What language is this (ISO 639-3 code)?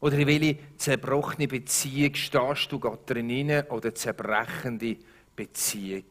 gsw